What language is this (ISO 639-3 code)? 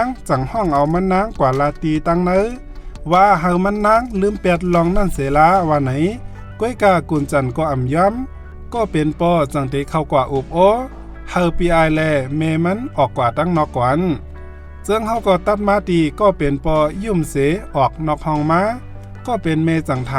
shn